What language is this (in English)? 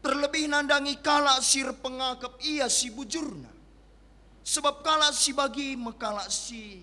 Batak Karo